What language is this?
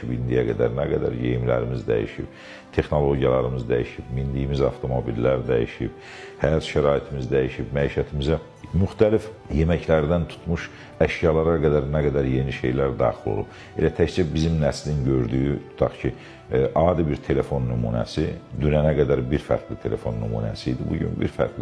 Azerbaijani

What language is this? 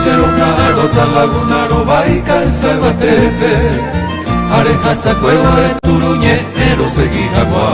Guarani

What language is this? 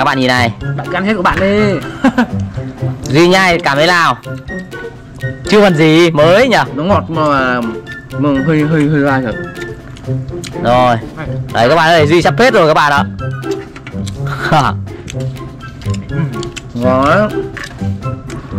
Vietnamese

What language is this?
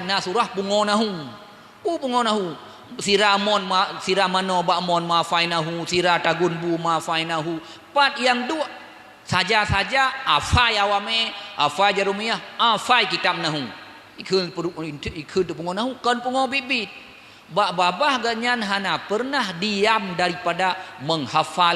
Achinese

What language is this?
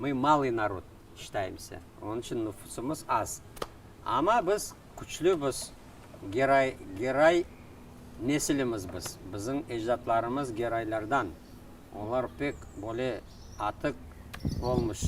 Crimean Tatar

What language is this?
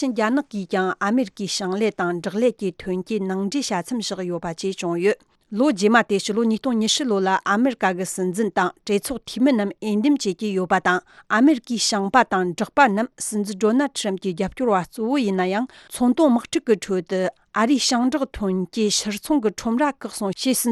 Tibetan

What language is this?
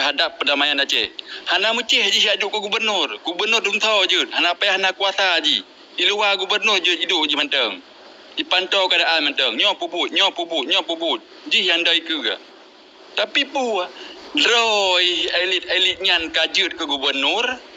Achinese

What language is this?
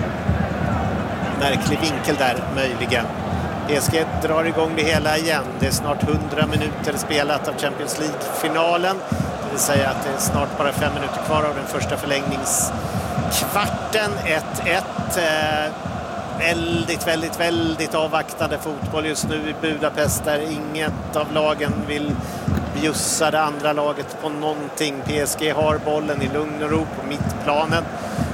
Swedish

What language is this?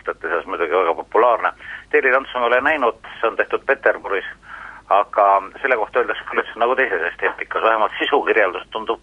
Estonian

